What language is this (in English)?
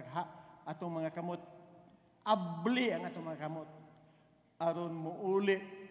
Cebuano